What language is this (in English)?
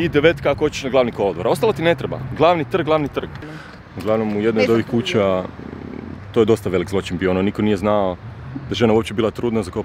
Croatian